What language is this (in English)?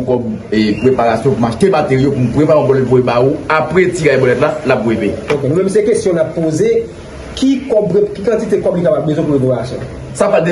Haitian Creole